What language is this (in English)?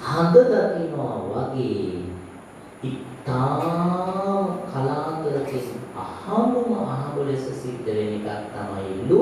Sinhala